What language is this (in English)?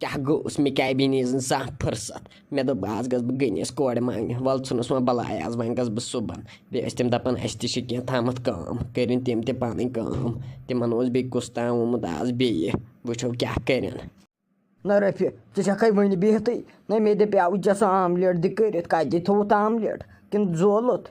Kashmiri